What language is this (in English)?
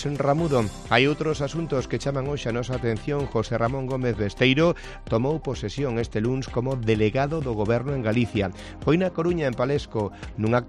Galician